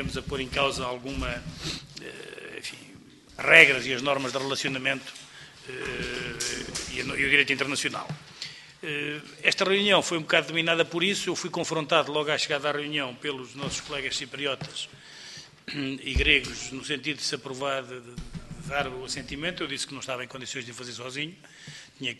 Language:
Portuguese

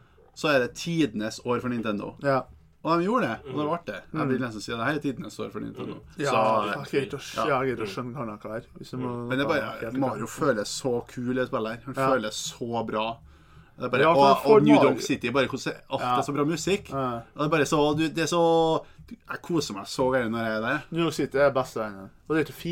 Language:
Norwegian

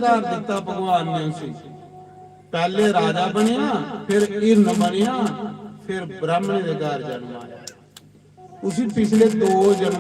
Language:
Dogri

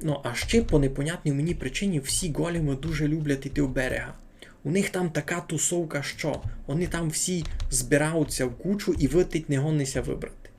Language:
Rusyn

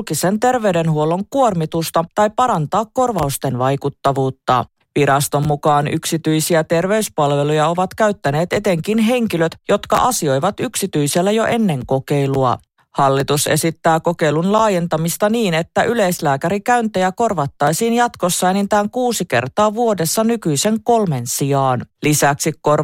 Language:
Finnish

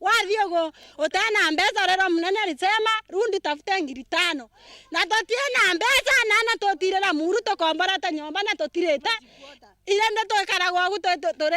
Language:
Meru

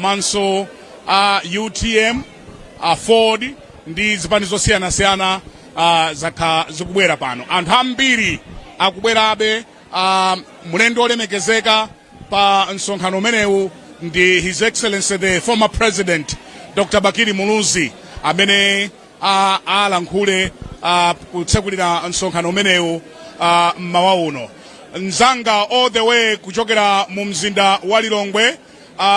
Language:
Nyanja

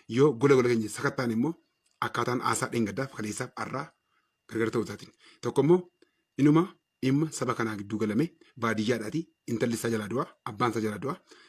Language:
Oromo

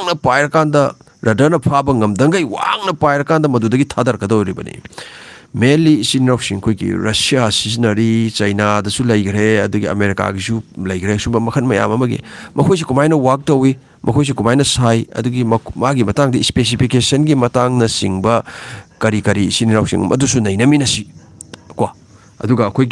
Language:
Manipuri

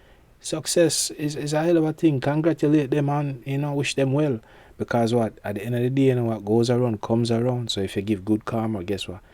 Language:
Jamaican Creole English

